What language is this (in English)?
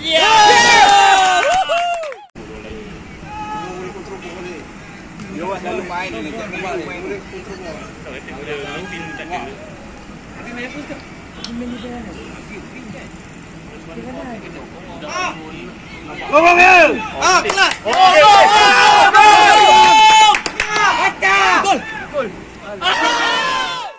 Malay